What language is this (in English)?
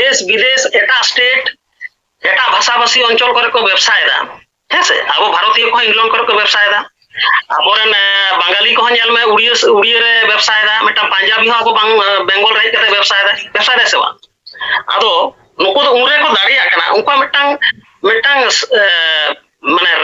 Santali